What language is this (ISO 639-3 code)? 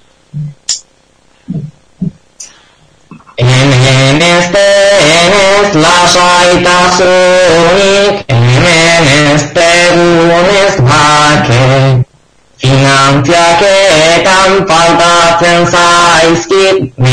eus